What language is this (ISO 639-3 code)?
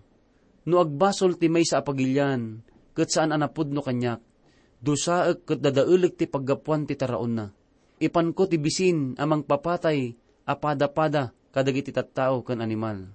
ilo